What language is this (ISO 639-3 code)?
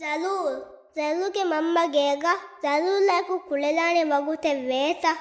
div